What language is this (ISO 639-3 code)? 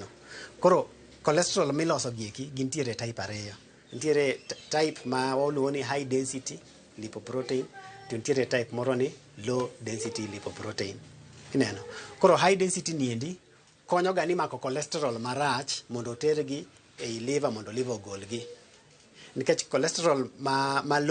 luo